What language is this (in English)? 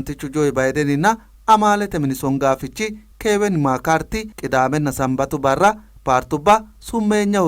Sidamo